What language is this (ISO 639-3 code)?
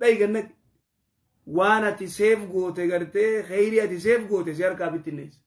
orm